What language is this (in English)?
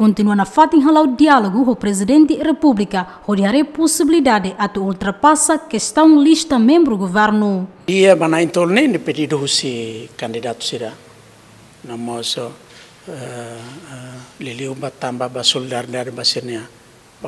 Tetum